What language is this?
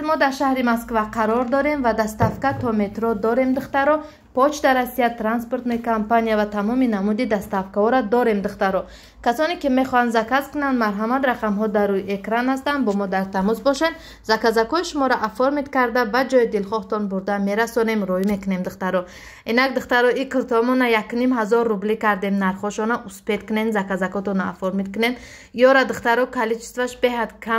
Tajik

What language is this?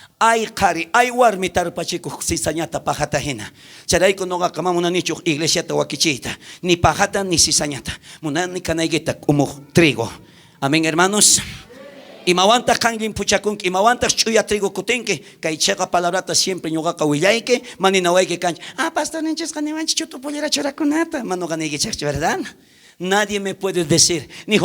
South Bolivian Quechua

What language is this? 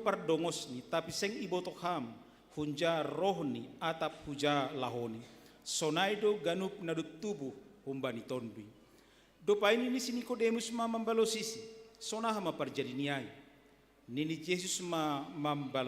Batak Simalungun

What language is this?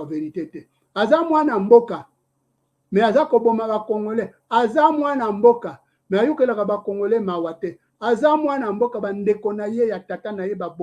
Lingala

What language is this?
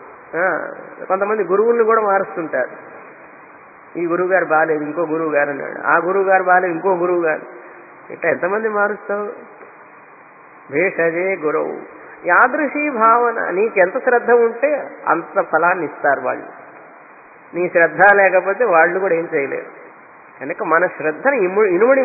Telugu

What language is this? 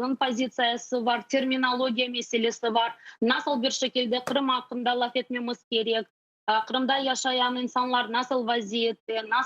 Crimean Tatar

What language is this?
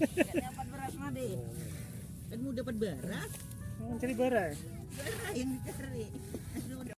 Banjar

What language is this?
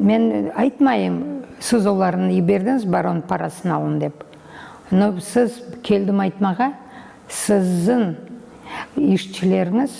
Crimean Tatar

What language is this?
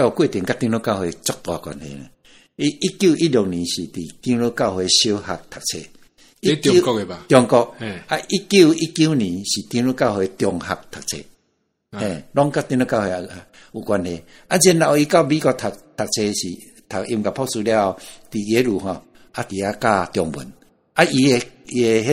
Min Nan Chinese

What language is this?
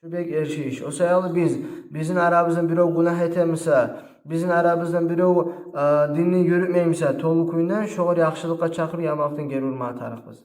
Kumyk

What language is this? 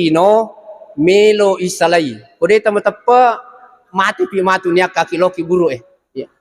Buginese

